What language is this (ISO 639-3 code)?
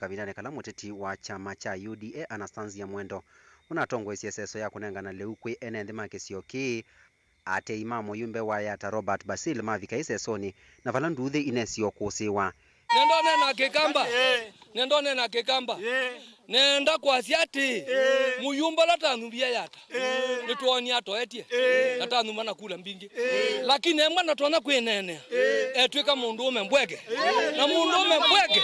kam